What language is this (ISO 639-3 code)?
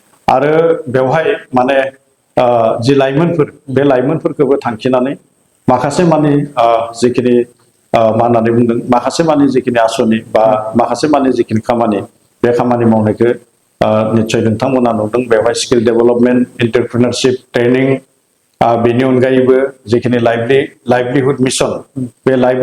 brx